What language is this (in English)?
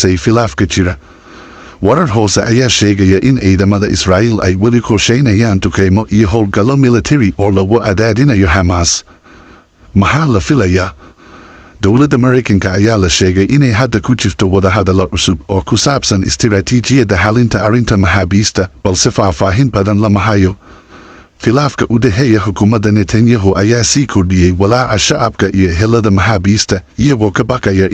Somali